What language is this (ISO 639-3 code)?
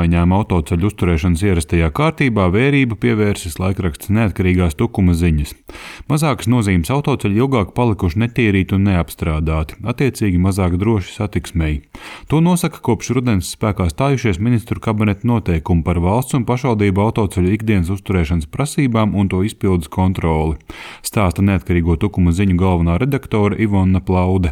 lav